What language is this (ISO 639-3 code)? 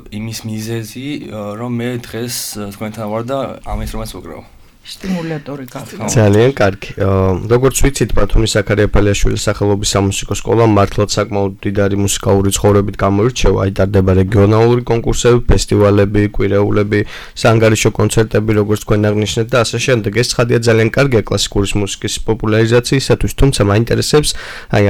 kat